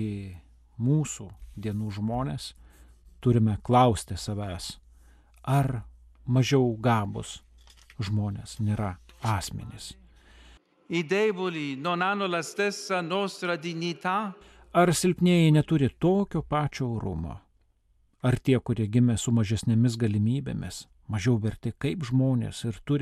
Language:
Lithuanian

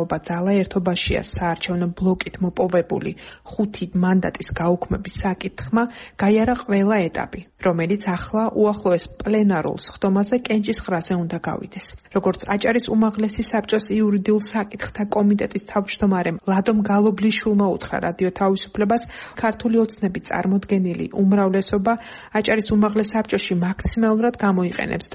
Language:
Georgian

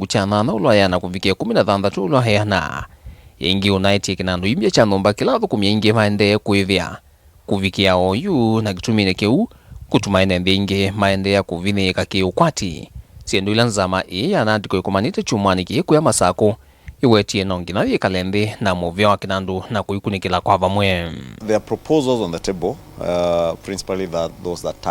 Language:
Kamba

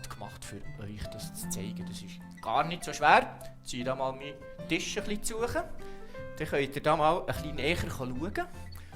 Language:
Swiss German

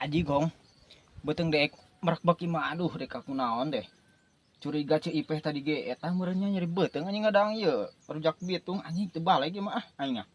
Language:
Sundanese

